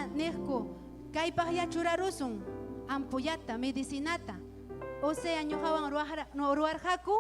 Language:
Ayacucho Quechua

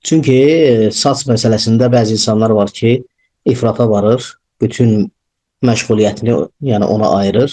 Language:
Azerbaijani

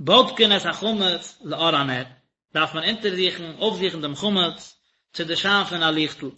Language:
Yiddish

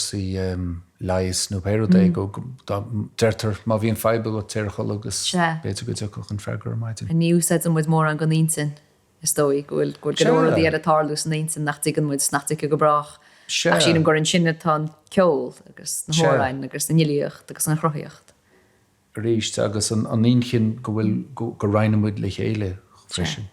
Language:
Irish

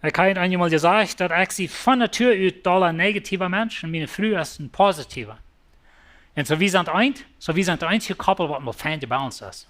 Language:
Plautdietsch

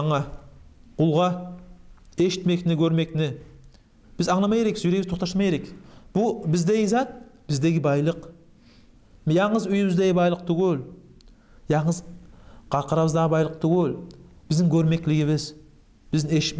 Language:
Kumyk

